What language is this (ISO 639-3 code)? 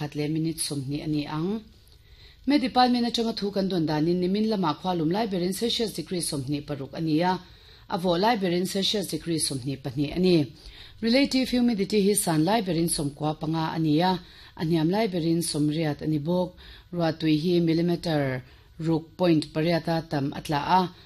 lus